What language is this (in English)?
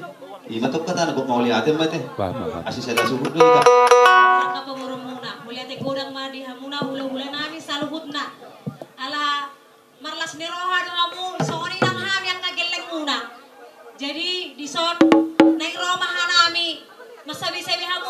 Batak Toba